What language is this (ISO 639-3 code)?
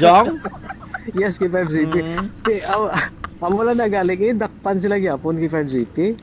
hil